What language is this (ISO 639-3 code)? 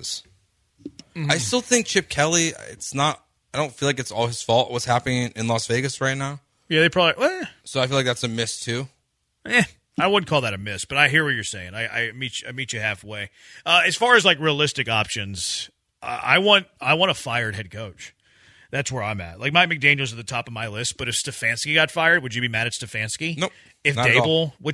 eng